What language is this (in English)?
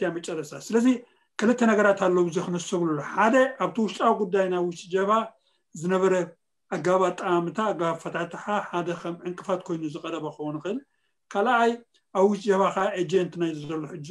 Tigrinya